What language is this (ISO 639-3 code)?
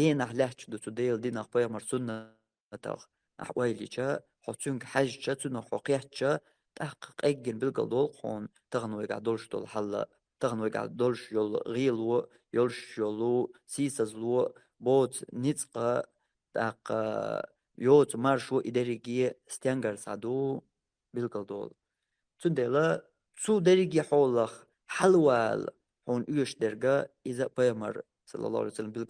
che